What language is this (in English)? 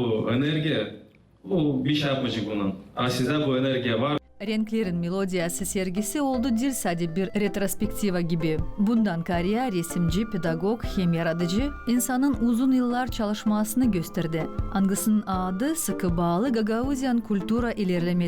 Gagauz